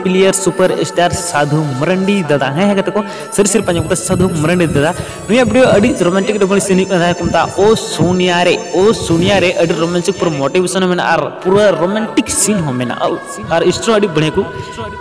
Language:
Santali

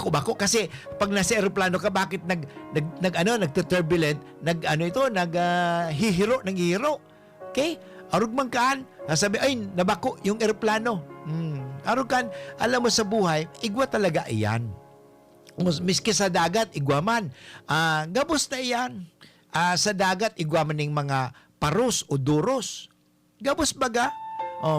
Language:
Bikol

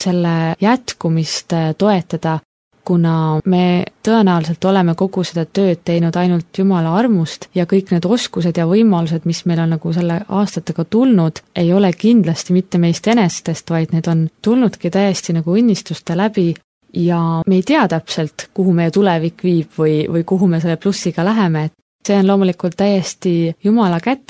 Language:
Estonian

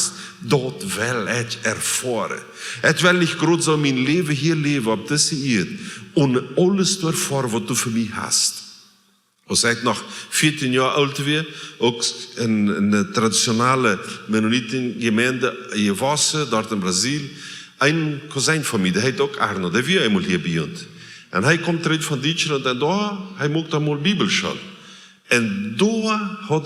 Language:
Plautdietsch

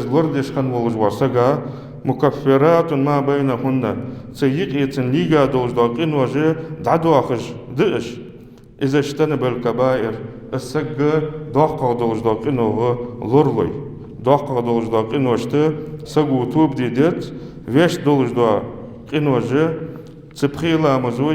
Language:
Ingush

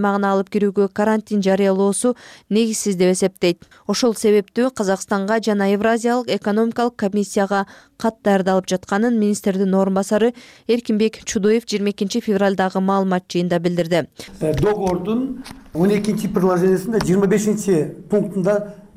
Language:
Kyrgyz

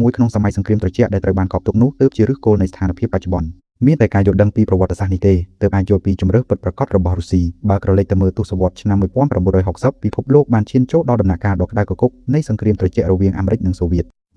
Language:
Khmer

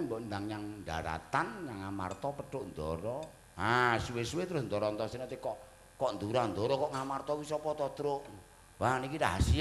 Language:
Javanese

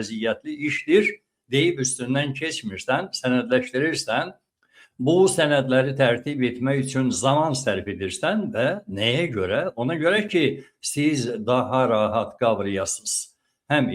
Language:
Azerbaijani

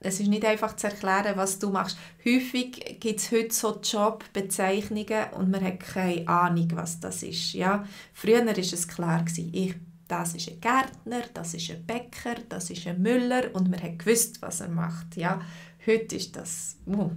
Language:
Swiss German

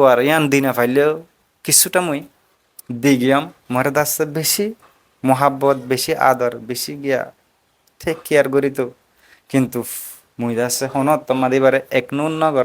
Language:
Rohingya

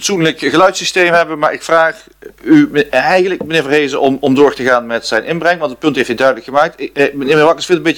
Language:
Dutch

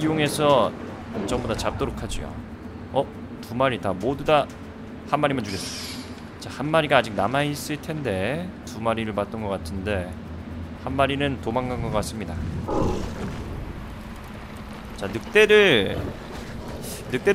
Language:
Korean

